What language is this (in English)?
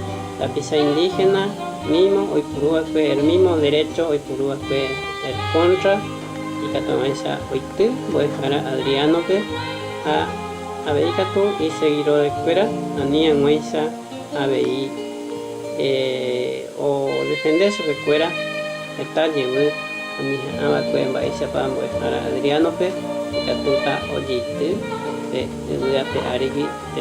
Guarani